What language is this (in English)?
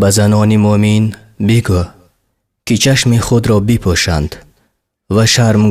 Tajik